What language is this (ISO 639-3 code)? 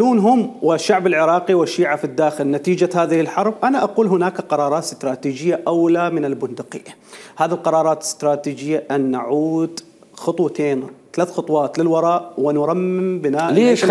acm